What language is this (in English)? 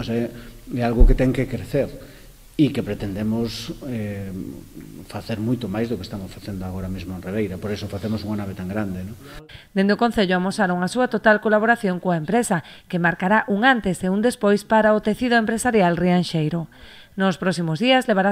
Galician